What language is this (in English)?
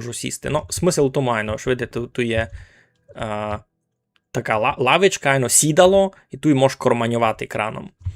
Rusyn